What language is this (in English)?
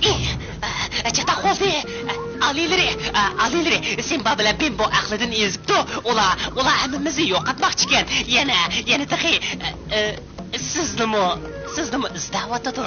Uyghur